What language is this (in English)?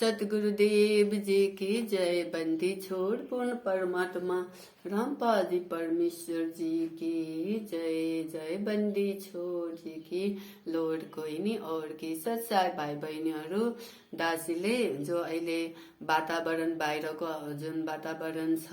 Nepali